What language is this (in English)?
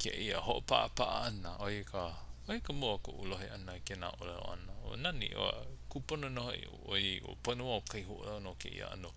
Hawaiian